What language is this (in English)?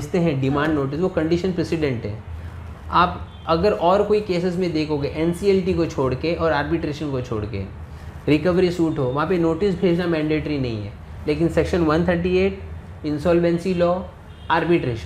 Hindi